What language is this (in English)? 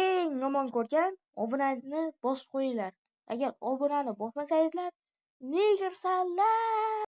Uzbek